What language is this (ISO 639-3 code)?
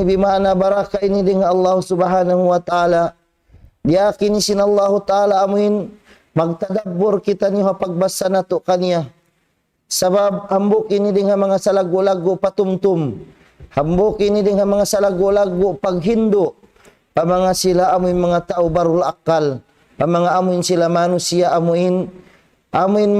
tsg